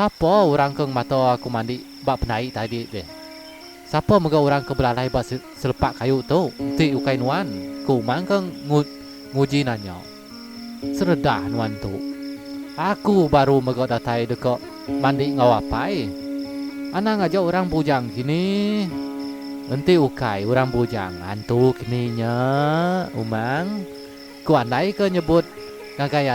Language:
Iban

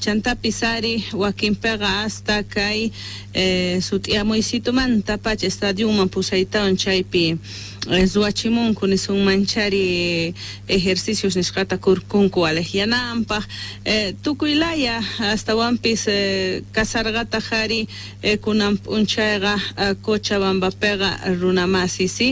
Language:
Quechua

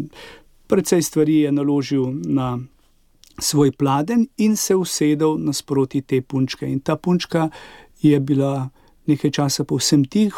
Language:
Slovenian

